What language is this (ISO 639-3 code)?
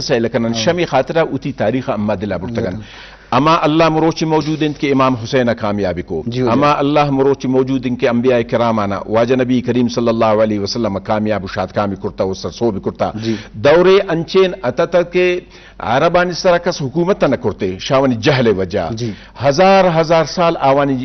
bgp